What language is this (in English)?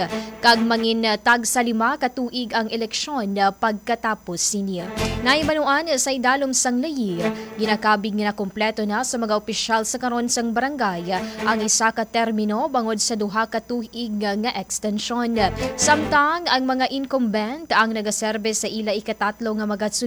Hiligaynon